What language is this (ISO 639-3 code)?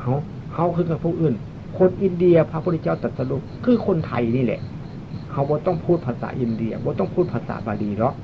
tts